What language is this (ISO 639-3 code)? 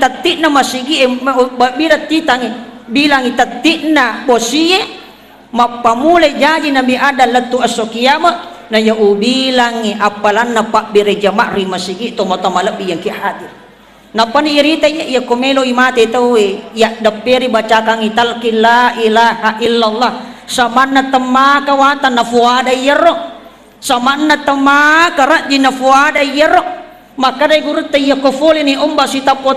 bug